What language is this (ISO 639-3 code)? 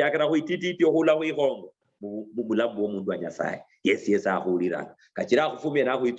luy